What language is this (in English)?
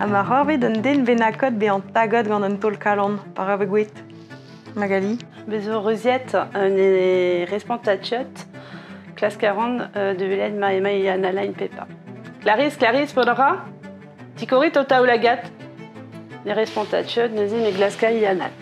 Breton